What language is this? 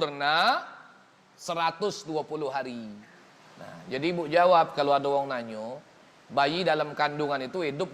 Musi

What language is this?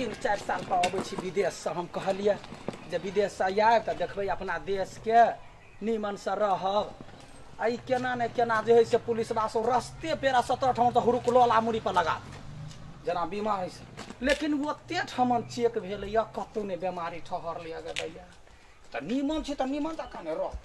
Maithili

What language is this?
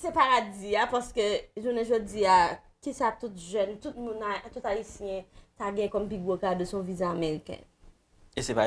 Haitian Creole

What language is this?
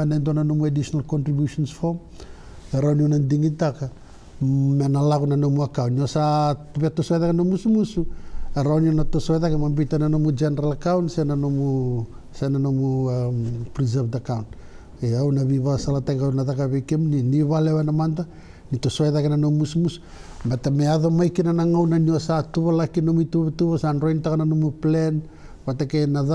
Fijian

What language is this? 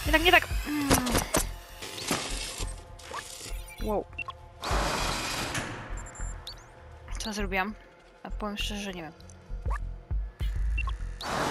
Polish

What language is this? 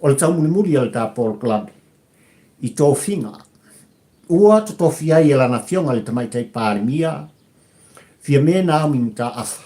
Samoan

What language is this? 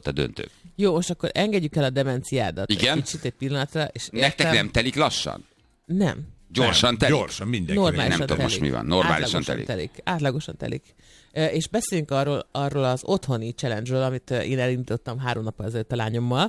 Hungarian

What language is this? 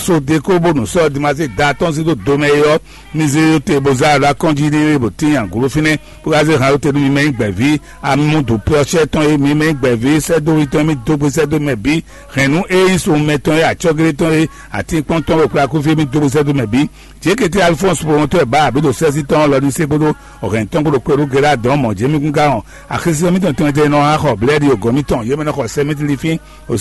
Fon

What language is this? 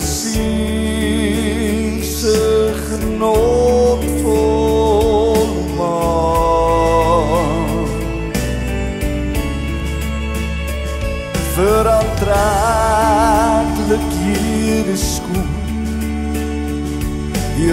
Afrikaans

